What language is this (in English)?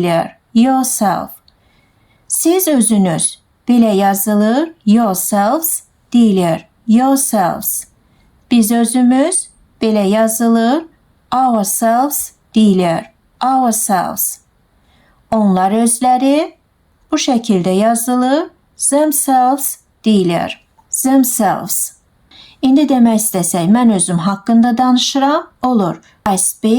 Azerbaijani